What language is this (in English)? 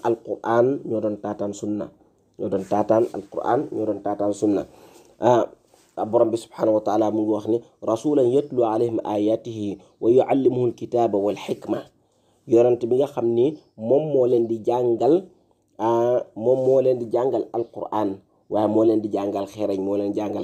Wolof